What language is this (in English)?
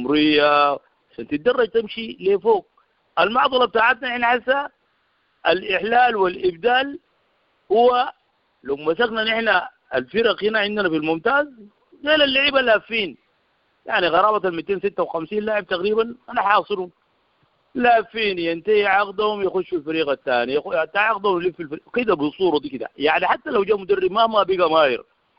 Sudanese Arabic